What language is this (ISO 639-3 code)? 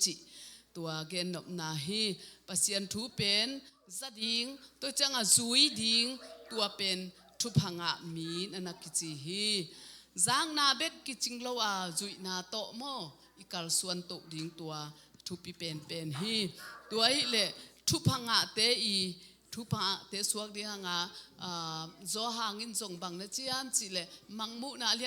ctd